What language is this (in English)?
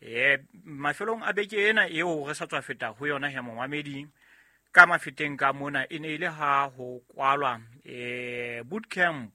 Southern Sotho